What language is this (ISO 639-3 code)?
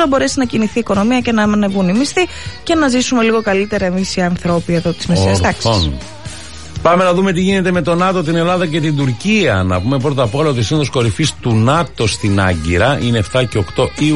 ell